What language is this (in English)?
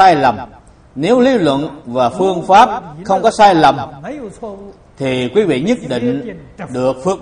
Vietnamese